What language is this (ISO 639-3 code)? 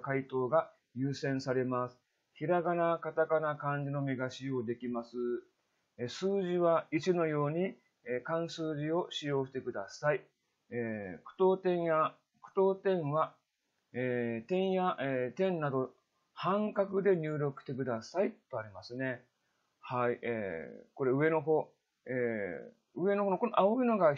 jpn